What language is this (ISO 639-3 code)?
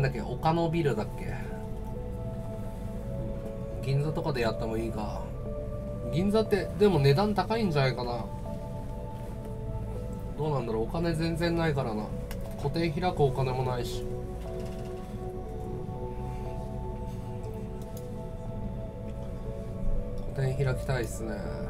jpn